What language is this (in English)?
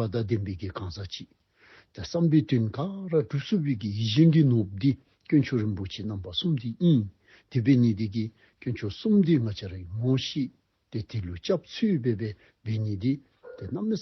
Dzongkha